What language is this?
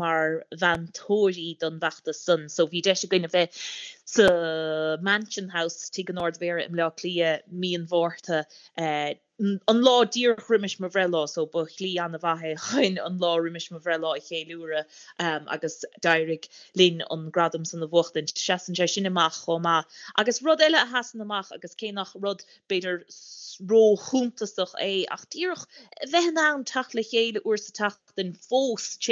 Irish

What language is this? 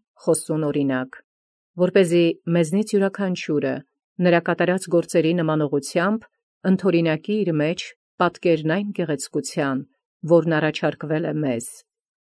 Armenian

